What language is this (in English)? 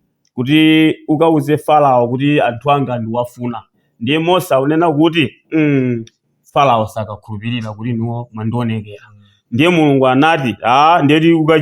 Nyanja